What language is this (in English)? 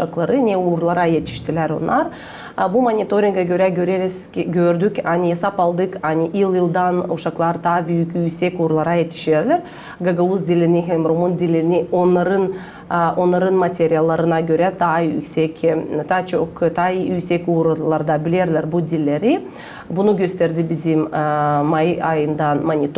Gagauz